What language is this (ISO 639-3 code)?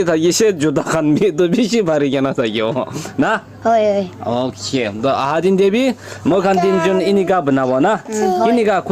nag